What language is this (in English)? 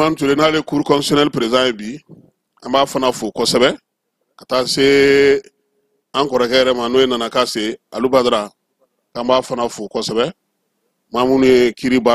Bambara